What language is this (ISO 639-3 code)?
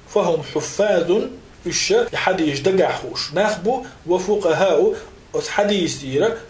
che